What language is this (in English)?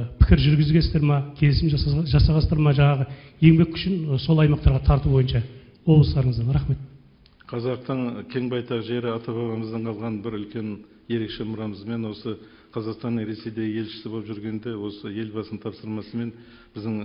Kazakh